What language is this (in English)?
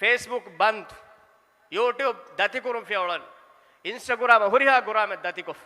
Divehi